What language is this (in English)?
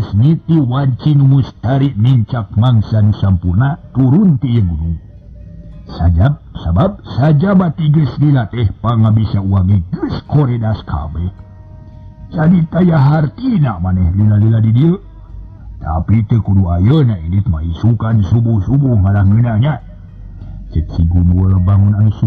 Sundanese